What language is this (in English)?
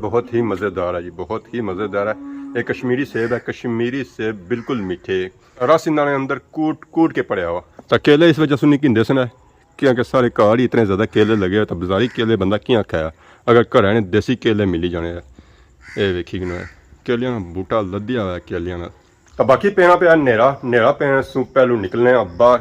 Pahari-Potwari